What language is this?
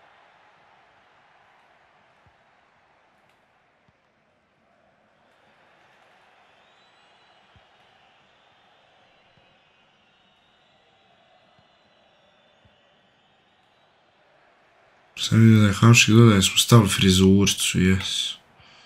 Croatian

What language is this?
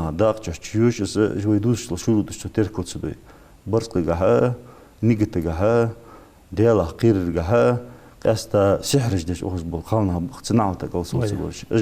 Ingush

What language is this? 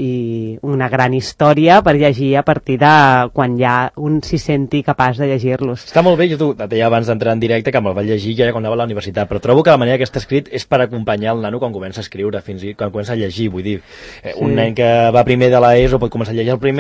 Catalan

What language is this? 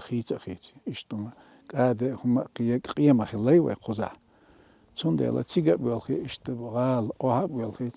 Chechen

